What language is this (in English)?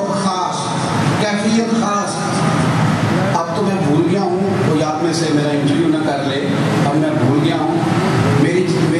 Urdu